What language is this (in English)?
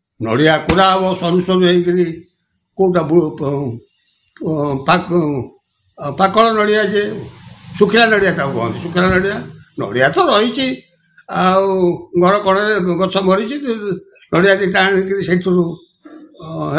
Odia